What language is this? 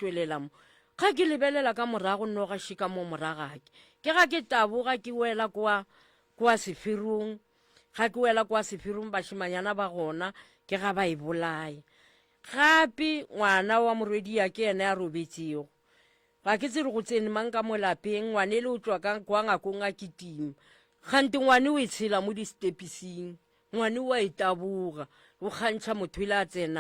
Northern Sotho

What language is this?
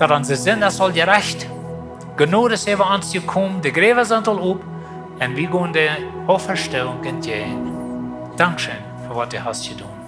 Plautdietsch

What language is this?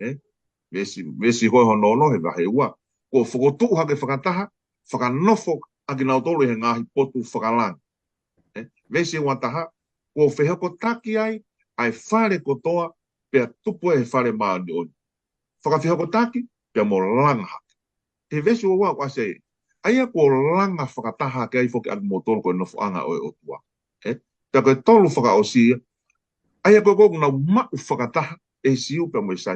Tongan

